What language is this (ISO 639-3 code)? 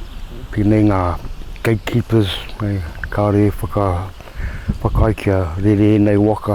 mri